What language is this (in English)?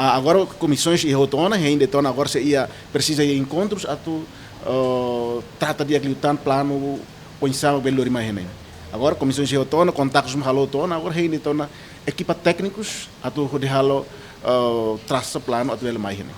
Tetum